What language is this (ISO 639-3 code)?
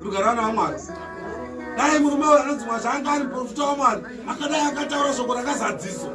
sna